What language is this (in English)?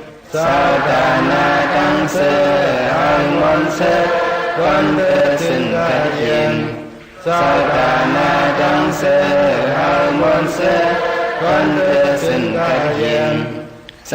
Shan